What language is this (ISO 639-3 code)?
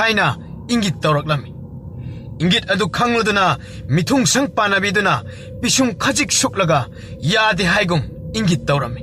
mni